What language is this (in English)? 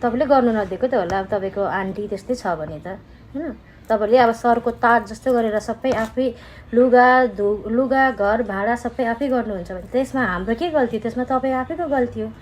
Nepali